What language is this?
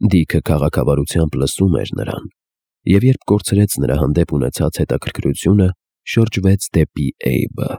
Armenian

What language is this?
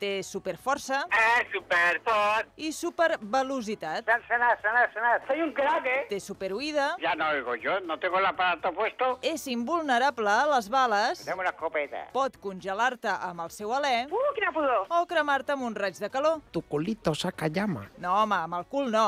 Catalan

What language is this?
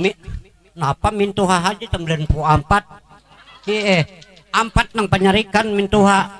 Banjar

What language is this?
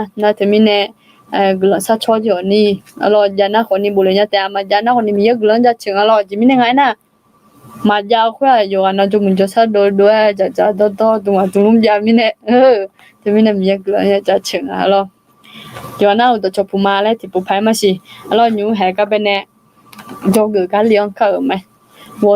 Akha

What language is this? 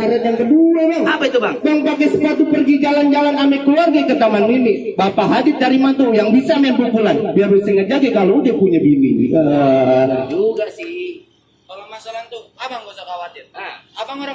Betawi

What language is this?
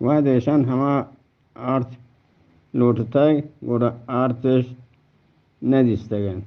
Eastern Balochi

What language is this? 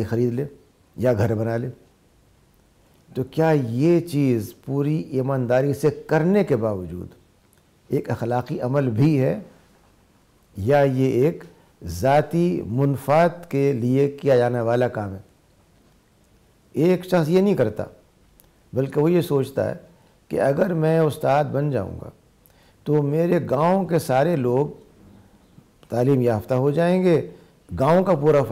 Urdu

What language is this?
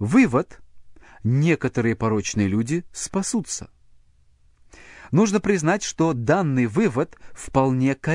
Russian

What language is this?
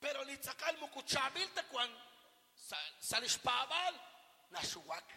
Kekchí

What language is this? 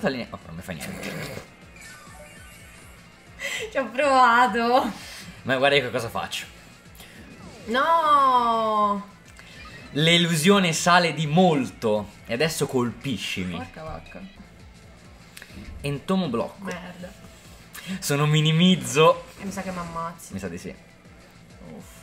Italian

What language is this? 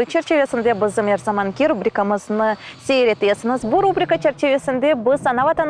Crimean Tatar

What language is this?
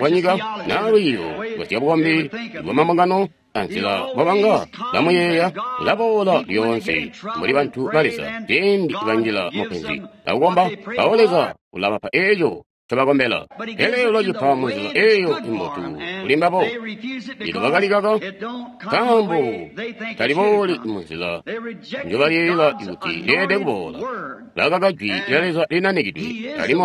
Tonga (Zambia)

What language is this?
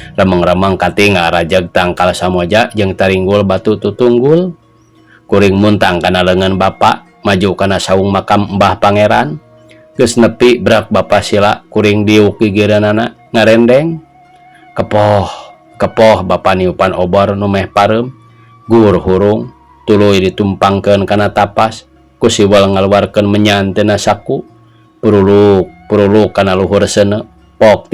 Sundanese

